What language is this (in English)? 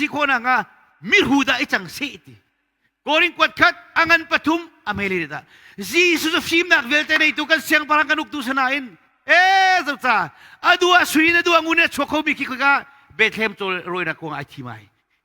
Hakha Chin